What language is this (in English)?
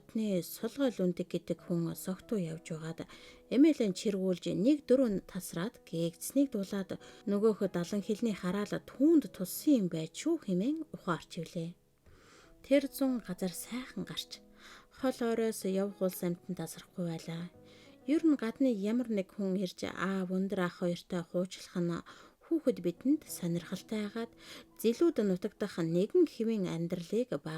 Mongolian